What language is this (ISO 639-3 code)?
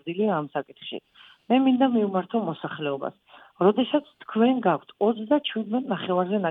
kat